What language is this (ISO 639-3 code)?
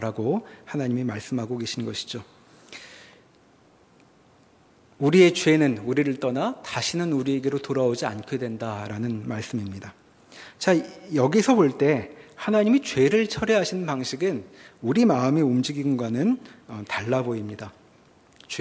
kor